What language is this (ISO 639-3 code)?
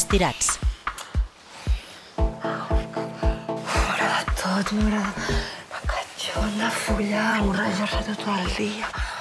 cat